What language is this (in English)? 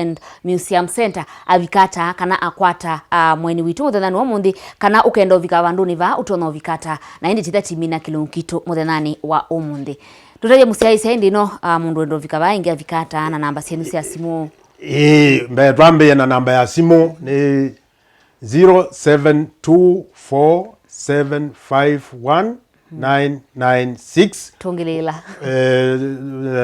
Kamba